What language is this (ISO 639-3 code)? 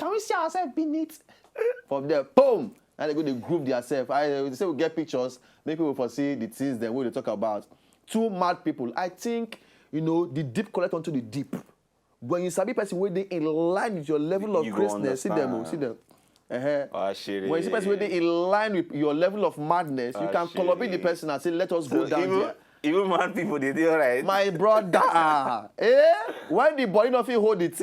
pcm